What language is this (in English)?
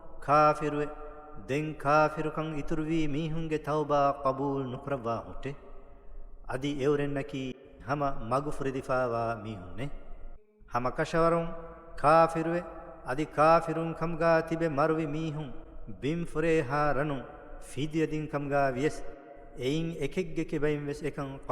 Divehi